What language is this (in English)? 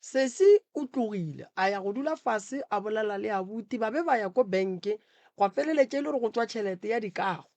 Northern Sotho